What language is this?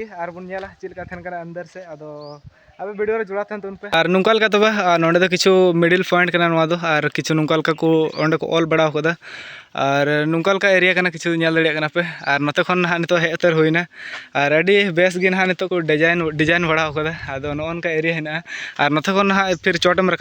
Santali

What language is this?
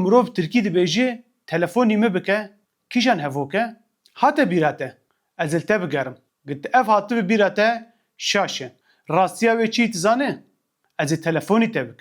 Kurdish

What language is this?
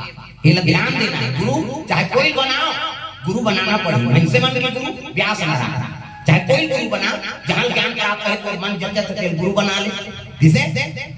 Chhattisgarhi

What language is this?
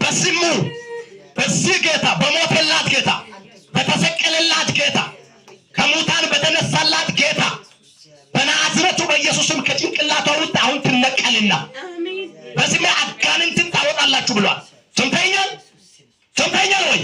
Amharic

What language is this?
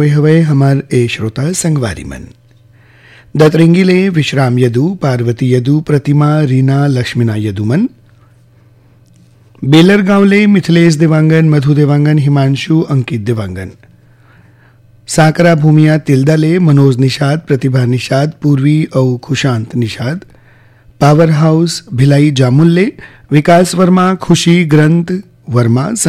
Chhattisgarhi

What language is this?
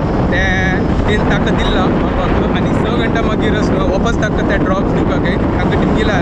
Konkani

